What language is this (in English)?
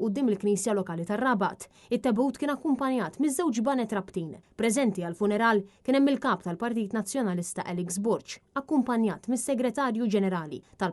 Maltese